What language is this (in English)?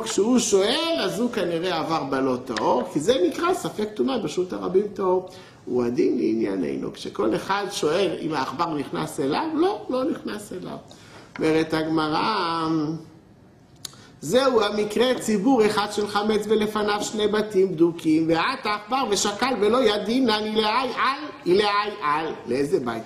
Hebrew